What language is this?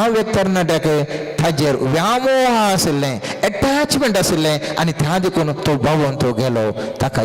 Konkani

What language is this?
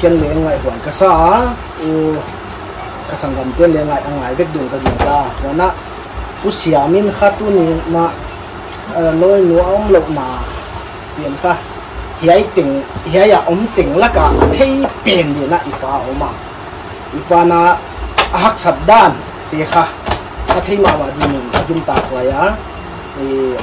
Paite Chin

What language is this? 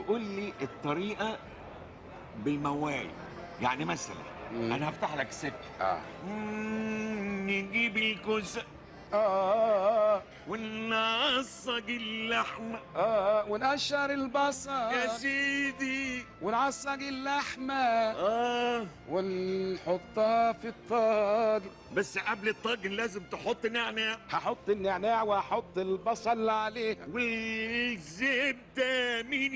Egyptian Arabic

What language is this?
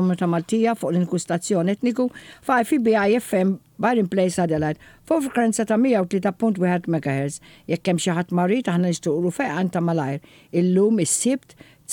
Maltese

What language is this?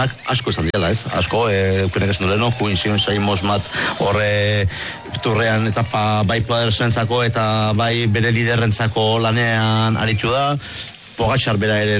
Basque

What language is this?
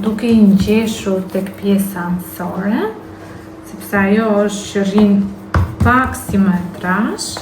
Albanian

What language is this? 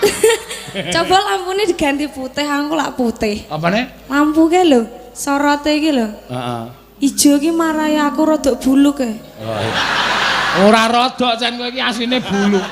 Javanese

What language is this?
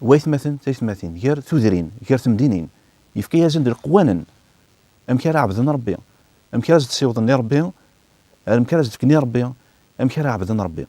Kabyle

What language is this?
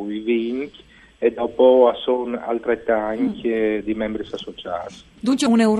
Friulian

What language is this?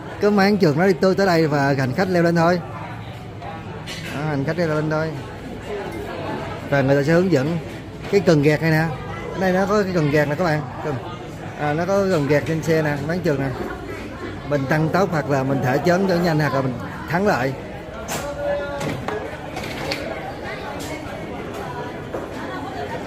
Vietnamese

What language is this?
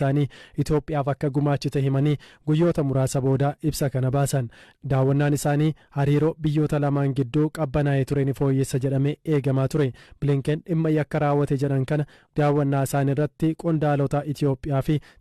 Oromo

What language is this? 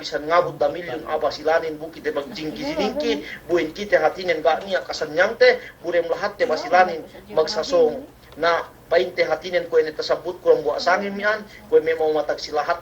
Yakan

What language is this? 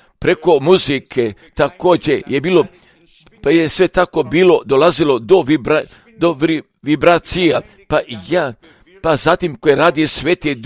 Croatian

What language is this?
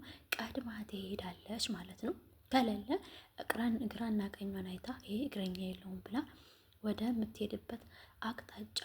Amharic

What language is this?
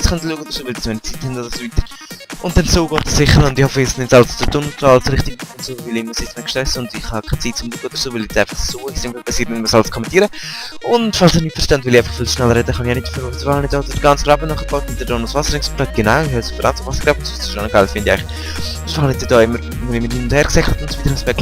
Swiss German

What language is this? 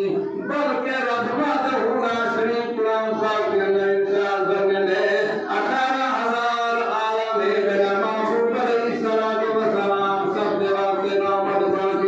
Saraiki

